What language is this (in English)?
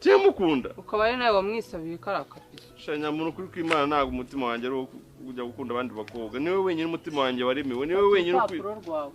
Kinyarwanda